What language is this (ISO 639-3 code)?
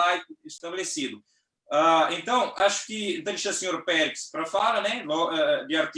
kea